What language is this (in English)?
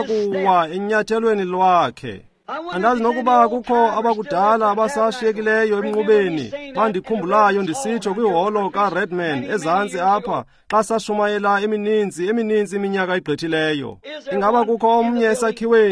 Xhosa